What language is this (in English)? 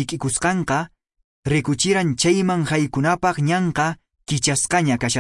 Quechua